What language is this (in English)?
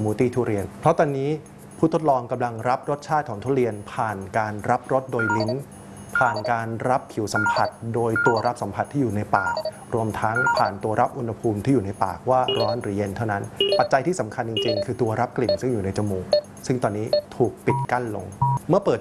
Thai